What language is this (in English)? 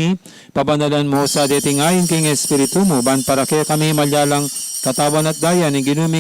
Pampanga